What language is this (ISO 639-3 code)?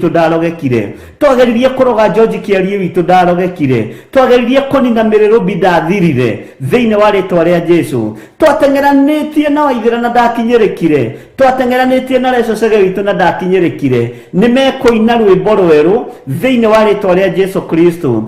kik